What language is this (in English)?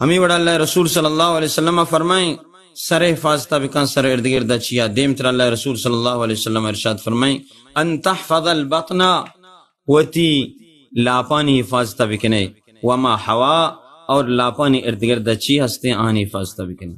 Baluchi